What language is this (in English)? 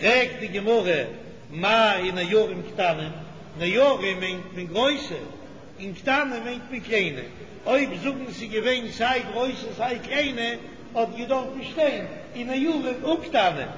Yiddish